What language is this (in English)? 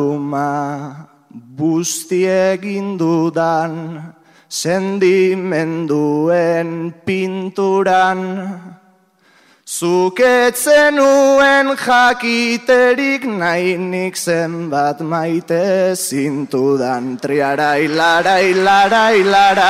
Basque